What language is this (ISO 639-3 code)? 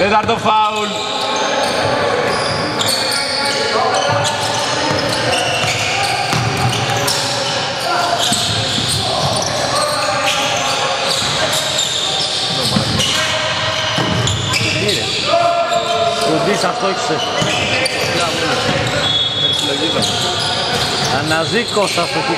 ell